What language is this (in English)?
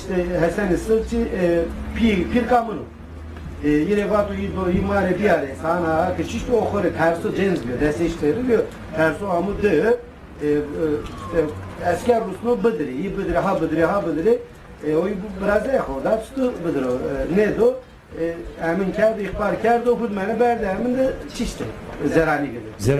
Zaza